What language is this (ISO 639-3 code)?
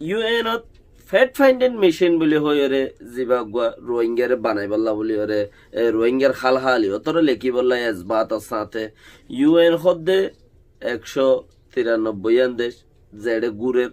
rhg